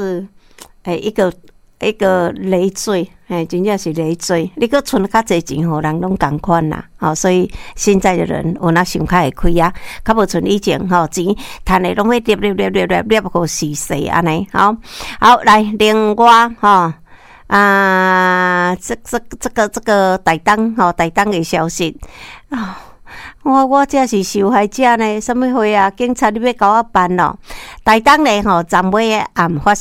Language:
Min Nan Chinese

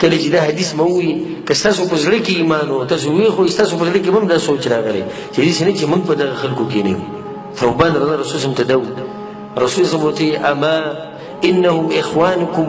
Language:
Pashto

